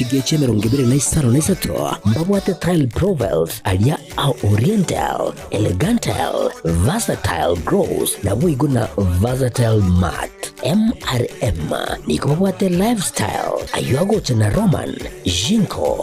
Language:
Gusii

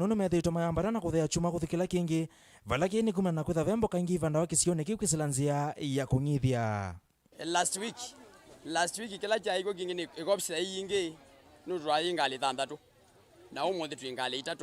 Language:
Kamba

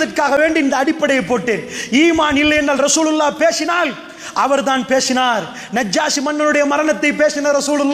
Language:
Tamil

